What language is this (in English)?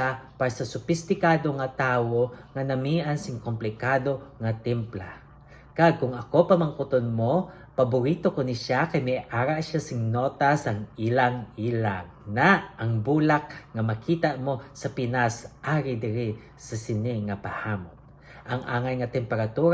Hiligaynon